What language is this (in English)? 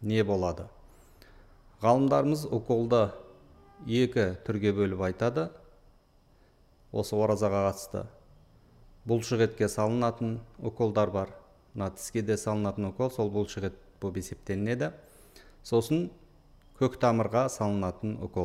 Kazakh